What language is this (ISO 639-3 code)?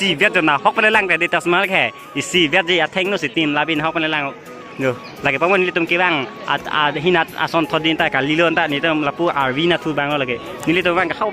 mjw